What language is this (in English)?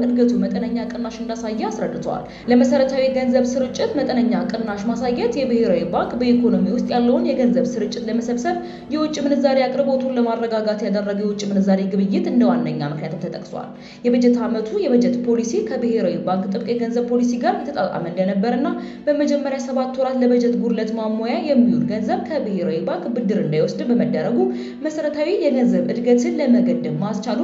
Amharic